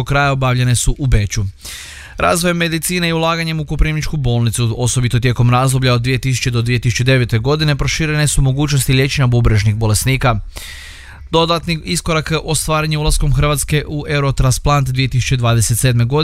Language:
Croatian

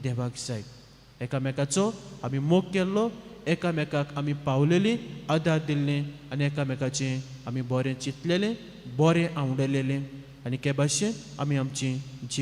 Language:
Konkani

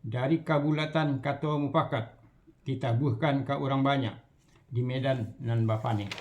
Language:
Minangkabau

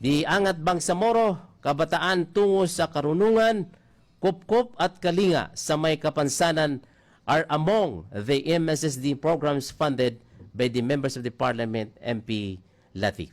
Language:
Maranao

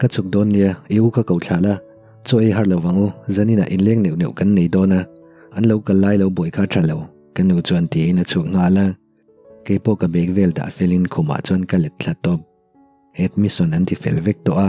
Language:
Mizo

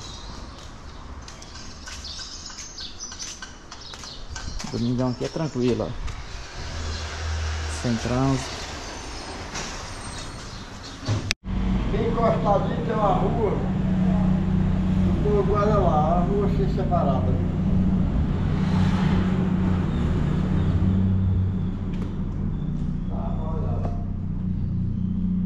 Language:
Portuguese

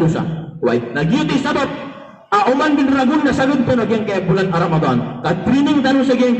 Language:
Maranao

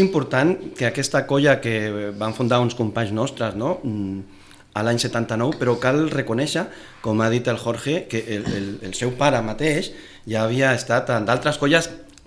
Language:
Catalan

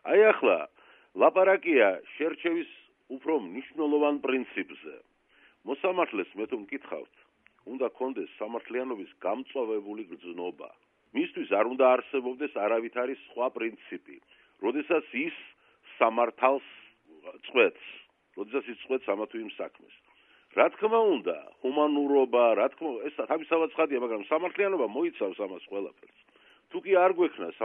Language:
Georgian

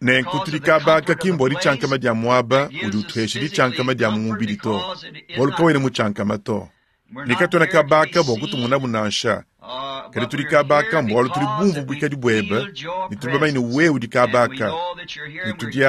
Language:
Luba-Lulua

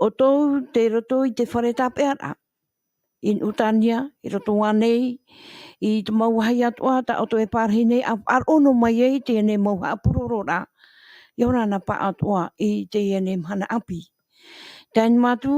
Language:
Tahitian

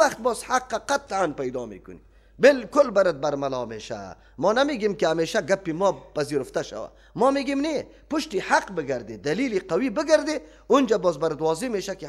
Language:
Persian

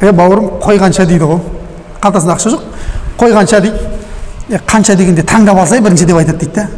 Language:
Kazakh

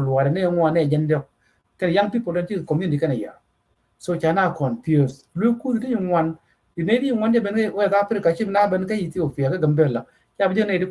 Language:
Nuer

